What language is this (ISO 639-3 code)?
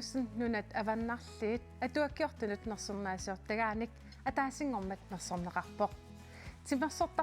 kal